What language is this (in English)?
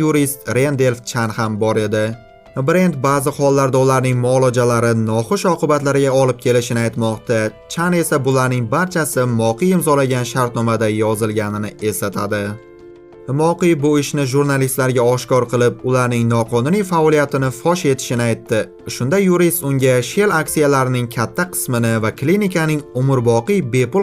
Uzbek